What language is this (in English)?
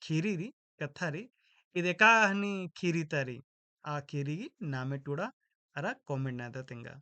Kurukh